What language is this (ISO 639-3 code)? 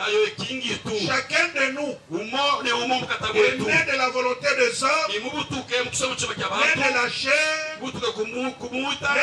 lub